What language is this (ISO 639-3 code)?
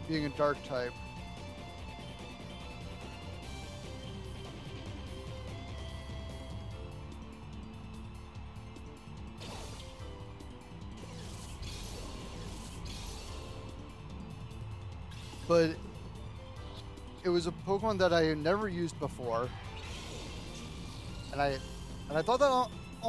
eng